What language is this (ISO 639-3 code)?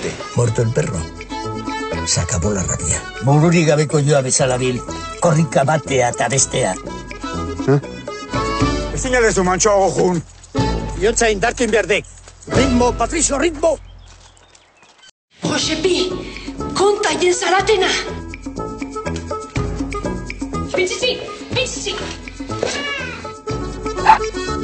eus